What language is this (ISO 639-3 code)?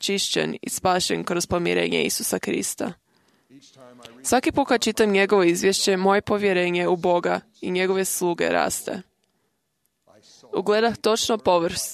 hrv